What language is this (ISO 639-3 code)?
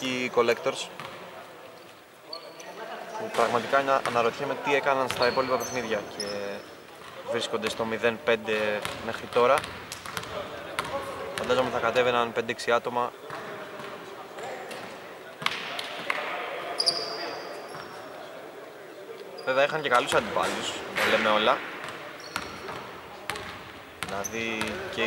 ell